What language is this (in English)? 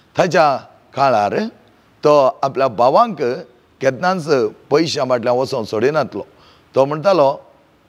Konkani